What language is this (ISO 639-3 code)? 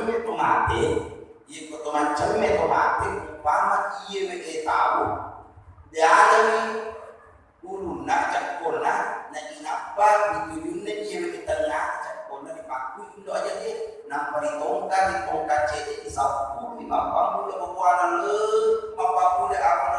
bug